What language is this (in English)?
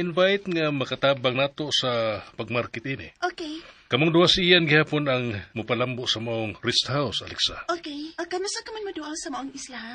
Cebuano